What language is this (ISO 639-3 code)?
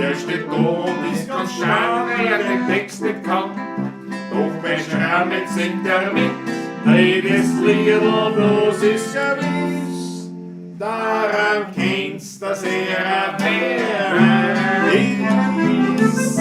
bar